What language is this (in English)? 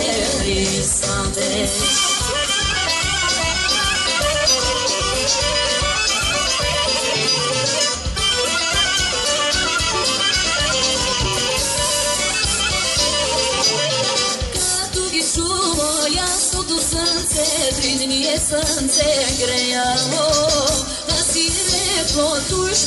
Bulgarian